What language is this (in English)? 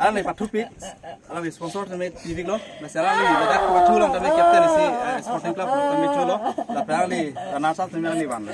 Karbi